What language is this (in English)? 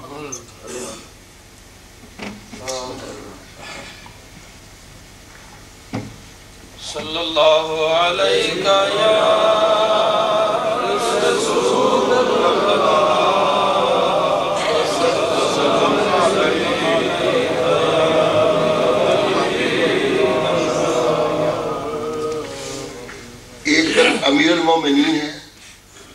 Urdu